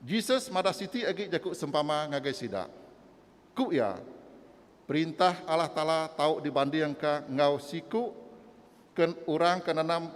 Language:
Iban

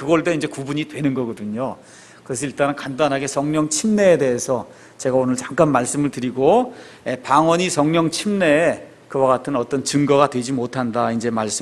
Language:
Korean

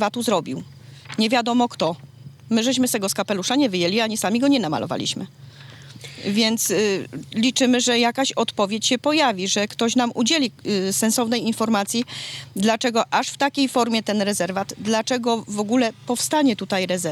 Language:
Polish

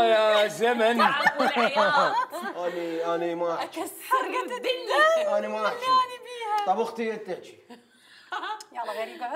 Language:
Mesopotamian Arabic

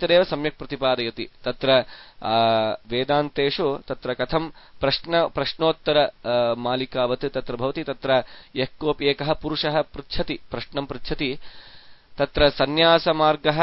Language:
Sanskrit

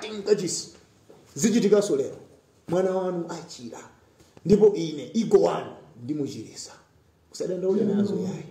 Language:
Nyanja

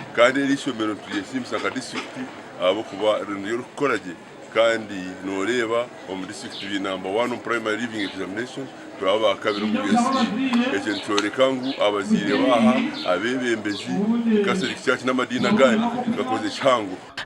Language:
Nyankole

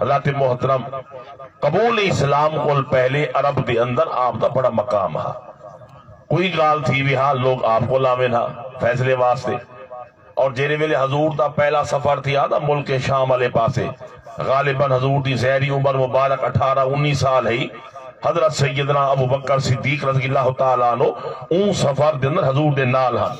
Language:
Saraiki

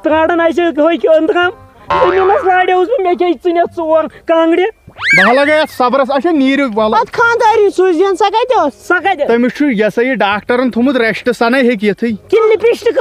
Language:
Kashmiri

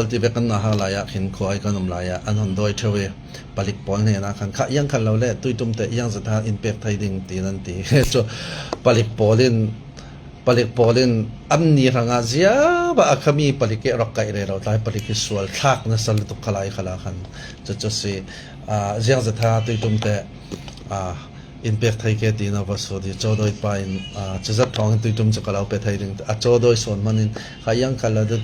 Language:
Falam Chin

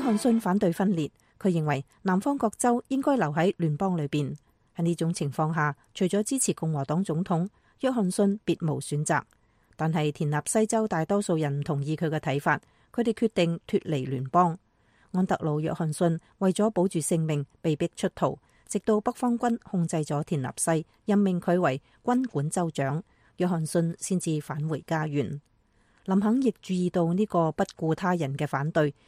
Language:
Cantonese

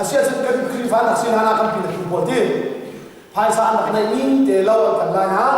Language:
Hakha Chin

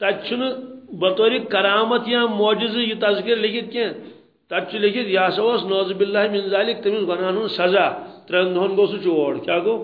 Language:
Kashmiri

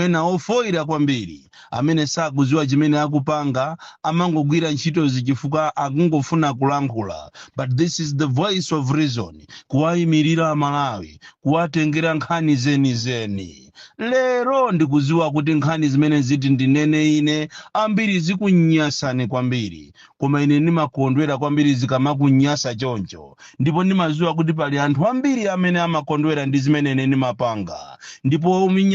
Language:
Nyanja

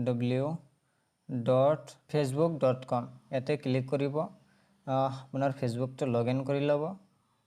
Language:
Assamese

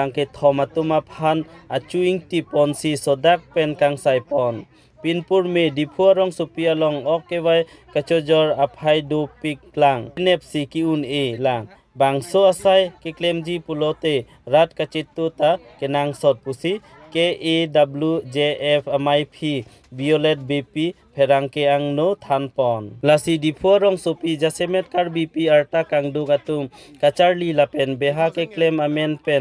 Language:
Karbi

